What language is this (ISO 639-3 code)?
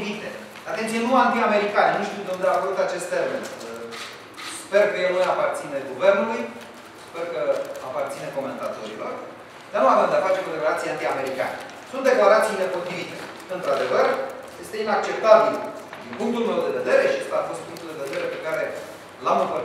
ron